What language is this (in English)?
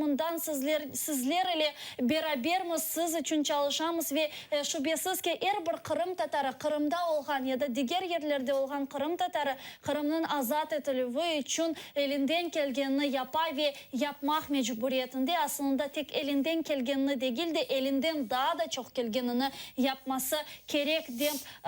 Crimean Tatar